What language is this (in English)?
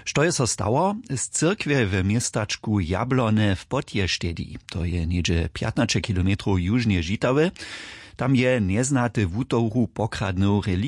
Upper Sorbian